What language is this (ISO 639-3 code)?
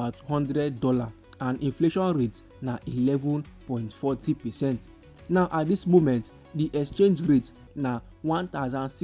pcm